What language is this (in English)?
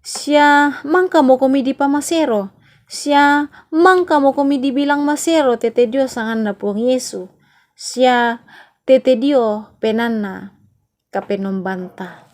Toraja-Sa'dan